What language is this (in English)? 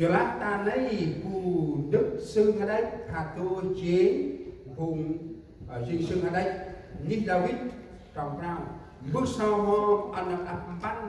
Central Mnong